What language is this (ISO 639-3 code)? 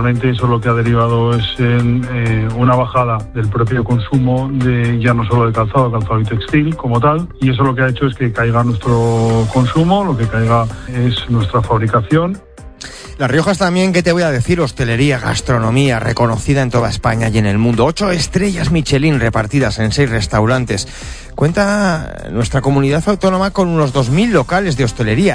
spa